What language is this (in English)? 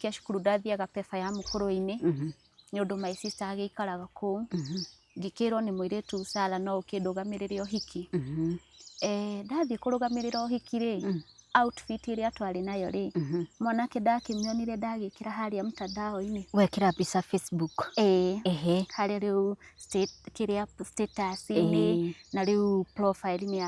Kikuyu